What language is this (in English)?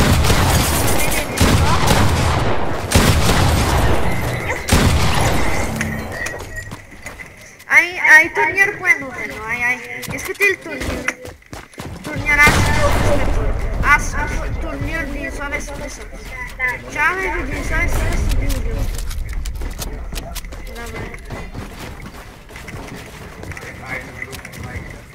Bulgarian